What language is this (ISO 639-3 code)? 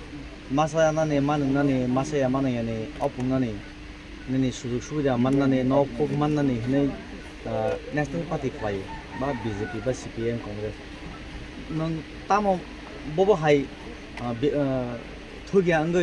trp